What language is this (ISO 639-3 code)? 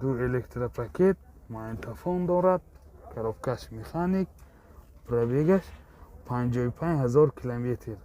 tgk